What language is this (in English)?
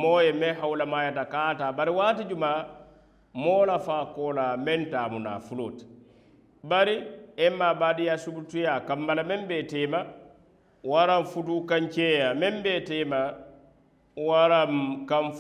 Mandingo